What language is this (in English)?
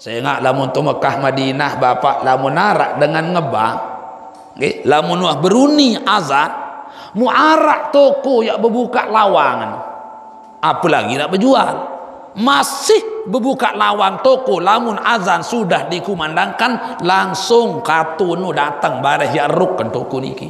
Sasak